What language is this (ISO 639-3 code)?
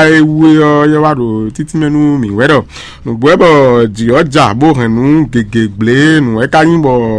fon